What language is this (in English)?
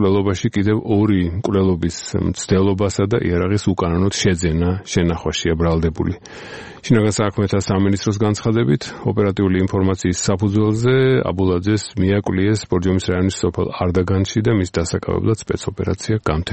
Georgian